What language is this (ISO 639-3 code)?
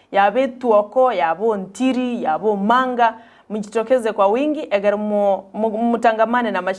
guz